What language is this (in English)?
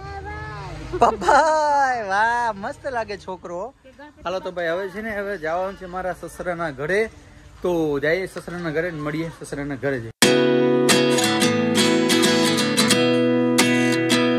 Gujarati